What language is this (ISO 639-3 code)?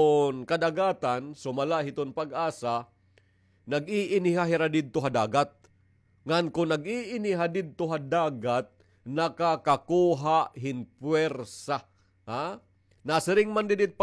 war